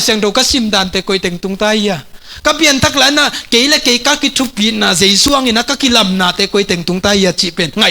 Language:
Tedim Chin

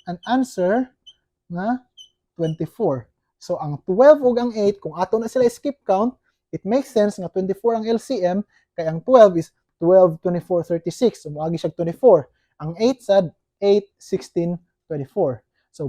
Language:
Cebuano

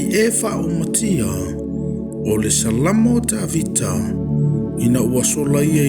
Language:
Samoan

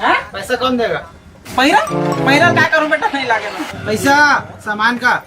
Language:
Chhattisgarhi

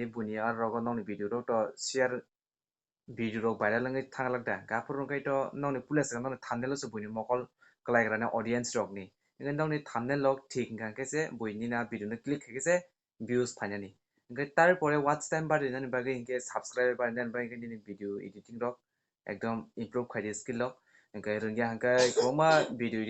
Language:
Kok Borok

